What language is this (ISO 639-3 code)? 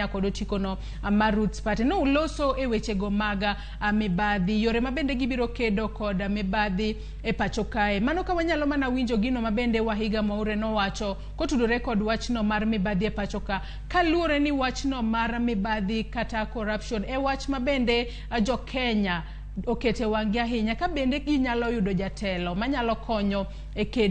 luo